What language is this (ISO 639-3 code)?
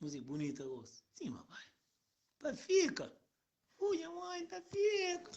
kea